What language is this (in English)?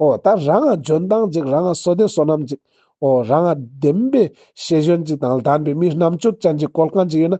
Ladakhi